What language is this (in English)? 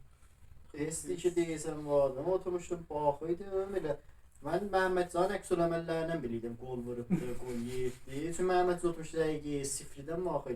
South Azerbaijani